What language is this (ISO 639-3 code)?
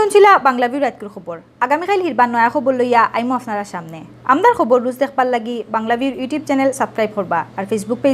syl